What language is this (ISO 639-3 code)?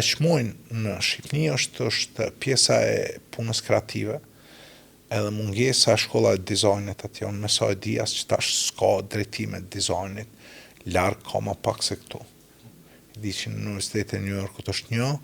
sqi